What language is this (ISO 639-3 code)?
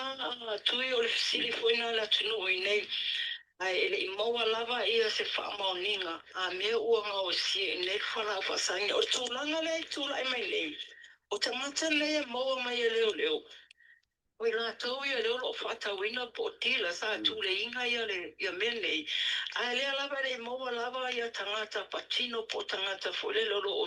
smo